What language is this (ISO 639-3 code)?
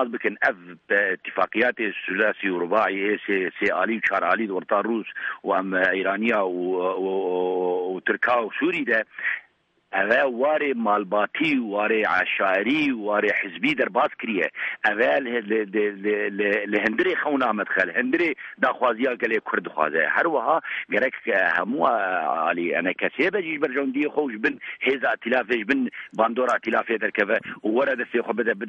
kur